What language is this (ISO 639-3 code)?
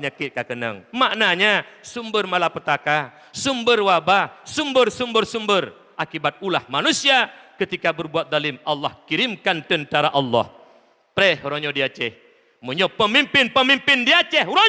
ace